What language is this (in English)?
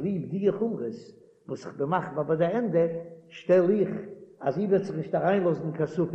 Yiddish